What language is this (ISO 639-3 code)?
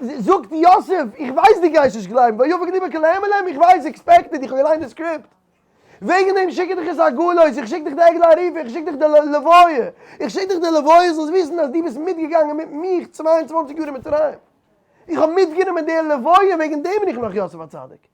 yid